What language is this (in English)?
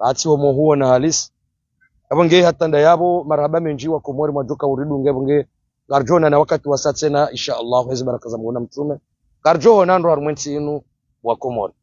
Ngazidja Comorian